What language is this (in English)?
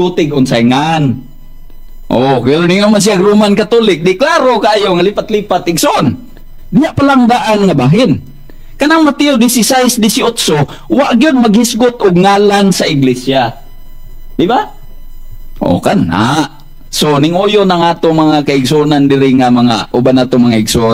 Cebuano